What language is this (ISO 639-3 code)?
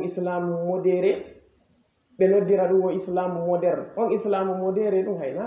ful